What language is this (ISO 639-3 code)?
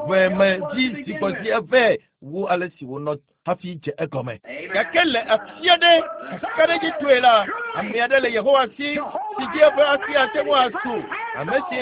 ewe